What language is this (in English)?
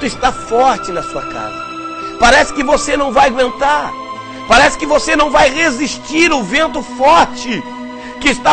Portuguese